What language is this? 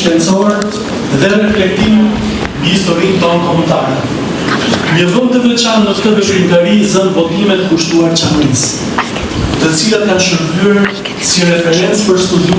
Albanian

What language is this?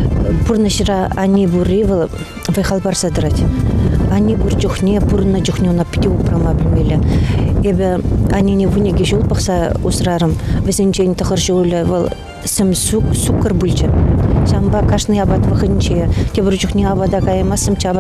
Chuvash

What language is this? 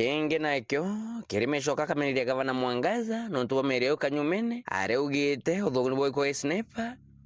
Meru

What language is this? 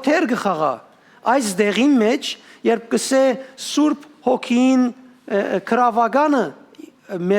Western Armenian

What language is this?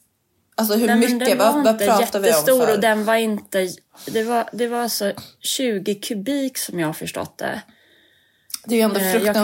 Swedish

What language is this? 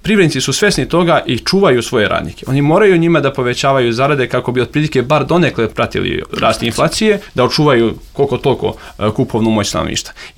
Serbian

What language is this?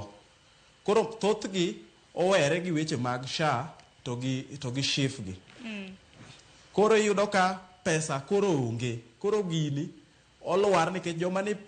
Luo (Kenya and Tanzania)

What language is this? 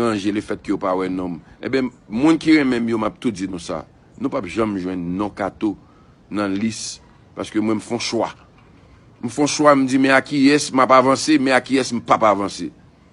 Haitian Creole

